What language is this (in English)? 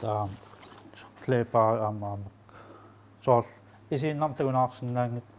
Kalaallisut